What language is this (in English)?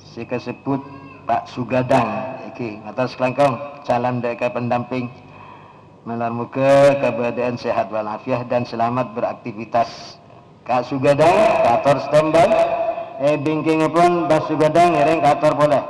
Madurese